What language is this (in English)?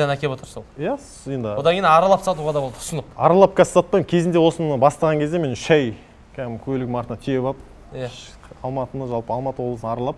Kazakh